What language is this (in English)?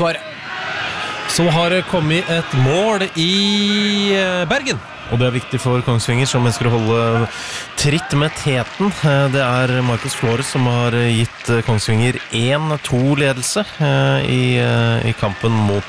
Norwegian